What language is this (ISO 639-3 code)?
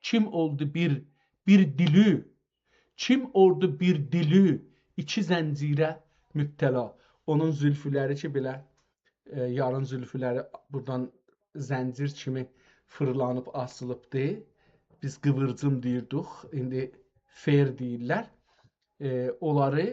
azb